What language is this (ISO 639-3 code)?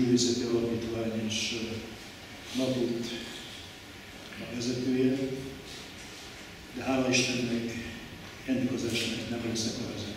hun